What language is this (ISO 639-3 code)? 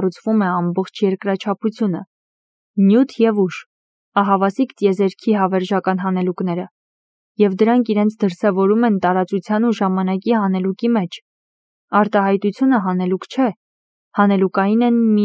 hye